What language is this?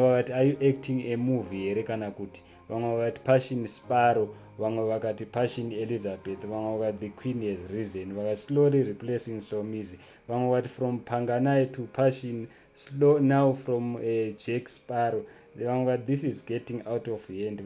Shona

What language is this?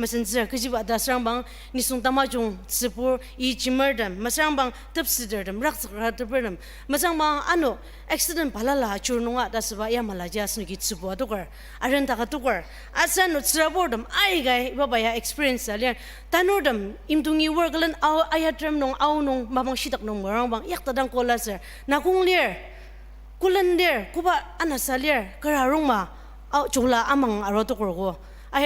Ao Naga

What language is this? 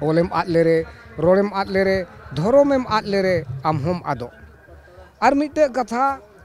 Santali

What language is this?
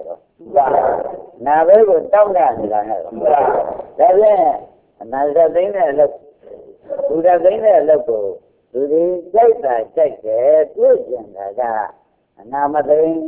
Burmese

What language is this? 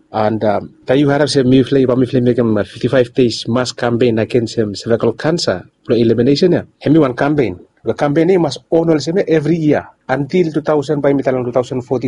Bislama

